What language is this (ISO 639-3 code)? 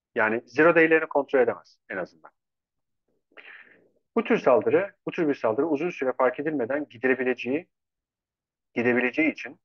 tur